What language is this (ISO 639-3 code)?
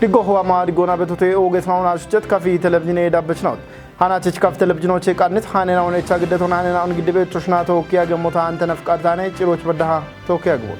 kbr